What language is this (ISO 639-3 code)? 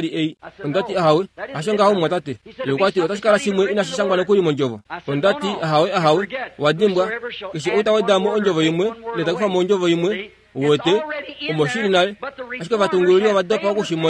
kua